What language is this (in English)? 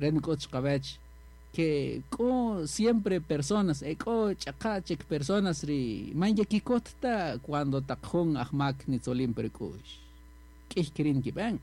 Kaqchikel